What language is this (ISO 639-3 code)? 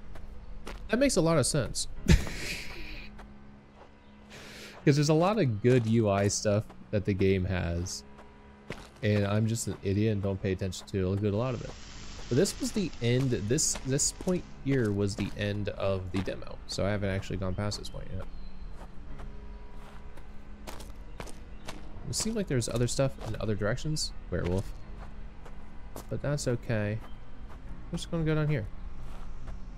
eng